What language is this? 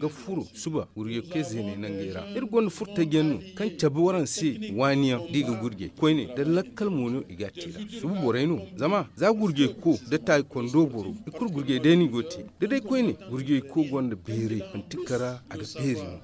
Zarma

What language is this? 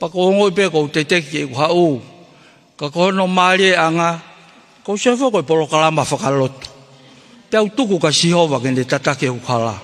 Tongan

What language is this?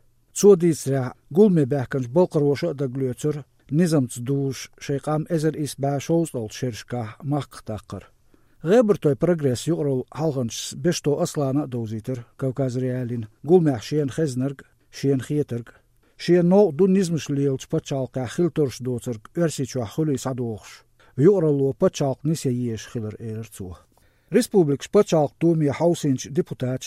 Chechen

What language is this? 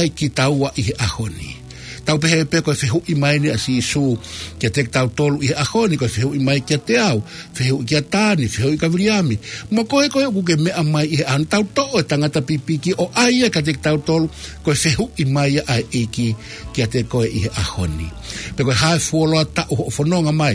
Tongan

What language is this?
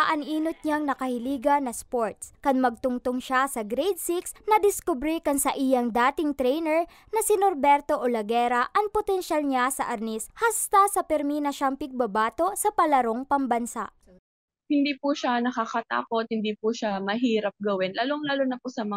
Bikol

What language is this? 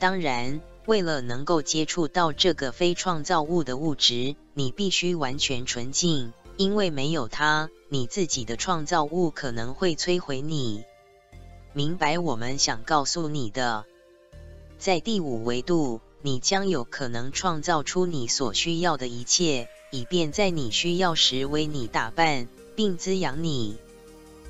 Chinese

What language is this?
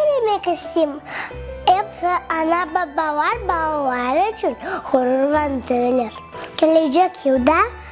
Crimean Tatar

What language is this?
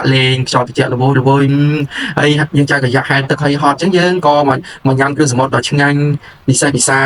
Khmer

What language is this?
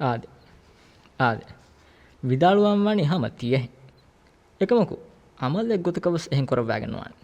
Divehi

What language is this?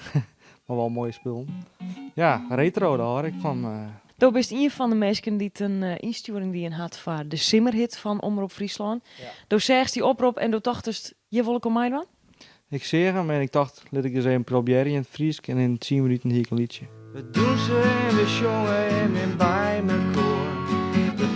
Western Frisian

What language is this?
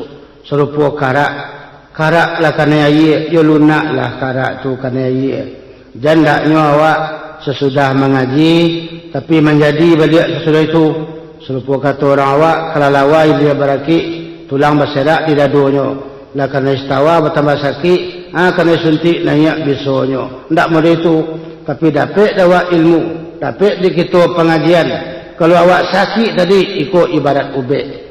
Minangkabau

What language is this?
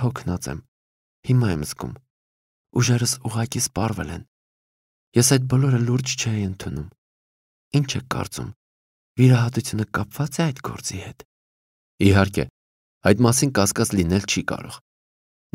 Armenian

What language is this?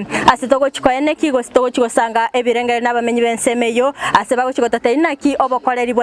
Gusii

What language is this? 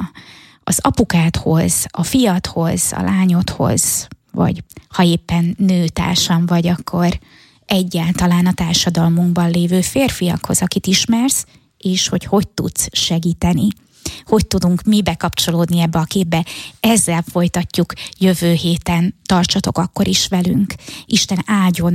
Hungarian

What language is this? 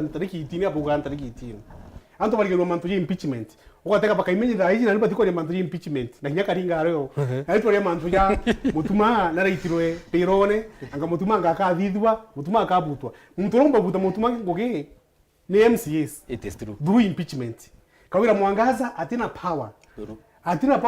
Meru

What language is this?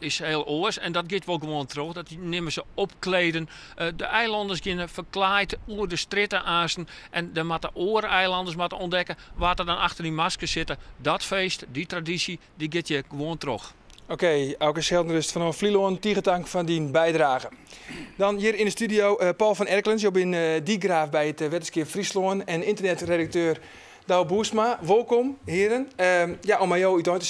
Western Frisian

